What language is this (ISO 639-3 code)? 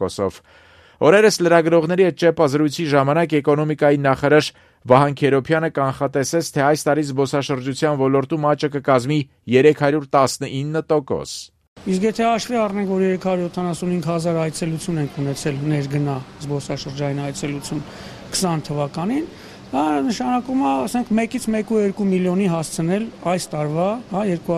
hye